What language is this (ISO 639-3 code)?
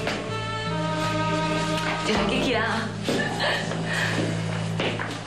nan